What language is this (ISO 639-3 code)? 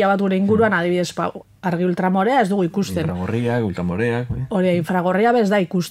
eus